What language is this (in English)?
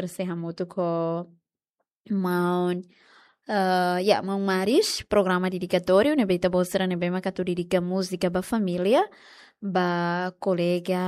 Tetum